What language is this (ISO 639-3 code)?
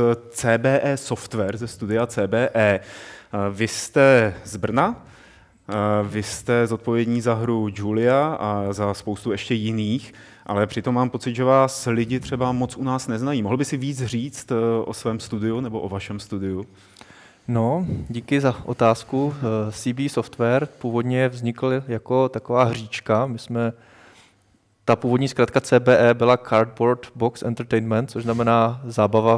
ces